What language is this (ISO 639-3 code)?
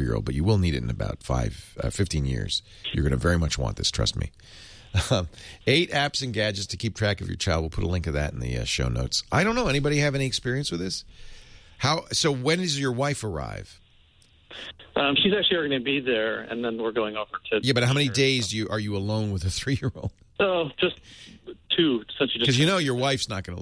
eng